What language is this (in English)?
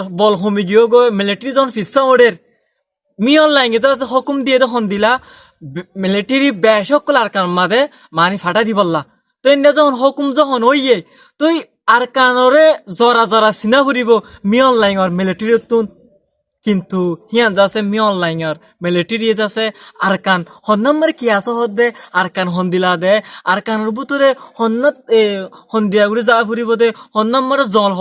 Rohingya